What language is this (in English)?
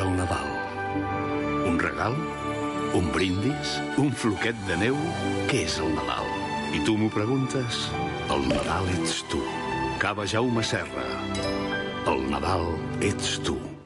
Catalan